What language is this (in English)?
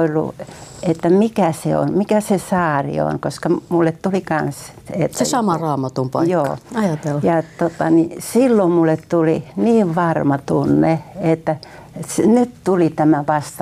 Finnish